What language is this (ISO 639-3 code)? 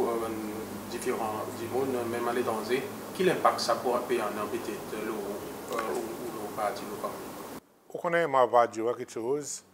crs